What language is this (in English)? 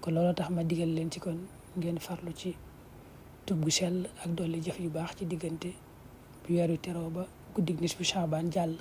Wolof